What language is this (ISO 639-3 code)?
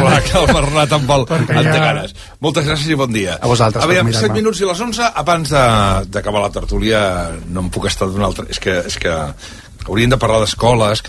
cat